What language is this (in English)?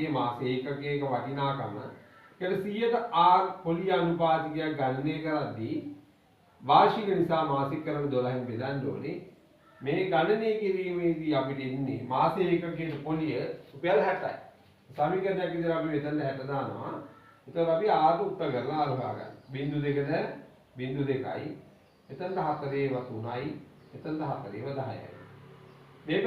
Sinhala